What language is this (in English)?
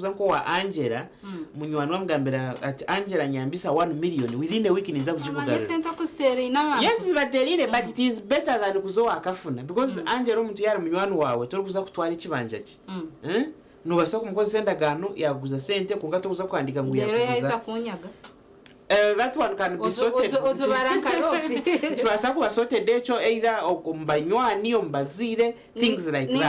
Nyankole